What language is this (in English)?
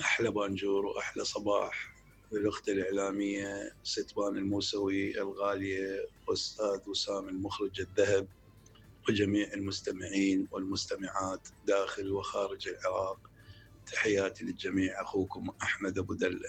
Mesopotamian Arabic